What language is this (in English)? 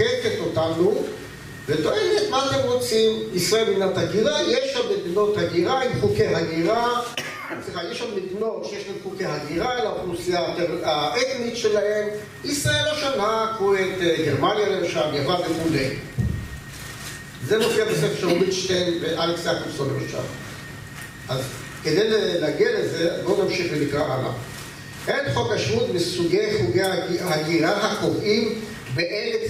Hebrew